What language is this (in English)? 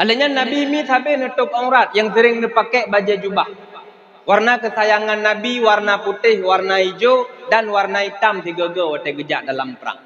Achinese